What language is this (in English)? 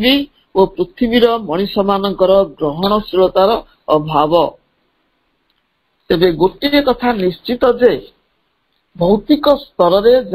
Odia